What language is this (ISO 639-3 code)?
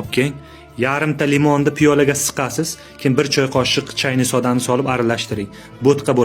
uzb